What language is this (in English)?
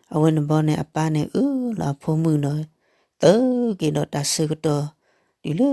S'gaw Karen